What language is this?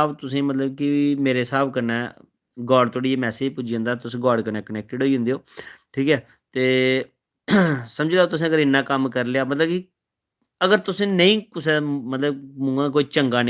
Dogri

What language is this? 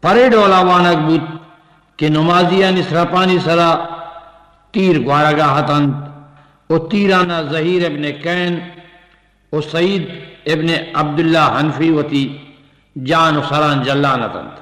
Eastern Balochi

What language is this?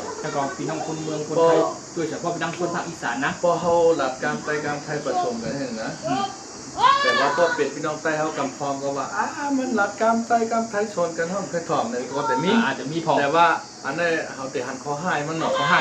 Shan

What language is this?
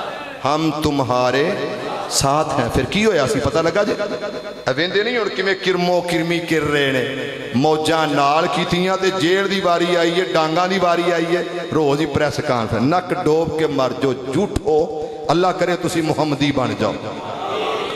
Western Panjabi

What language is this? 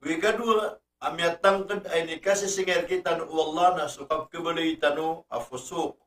Maranao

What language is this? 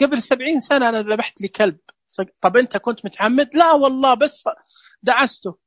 Najdi Arabic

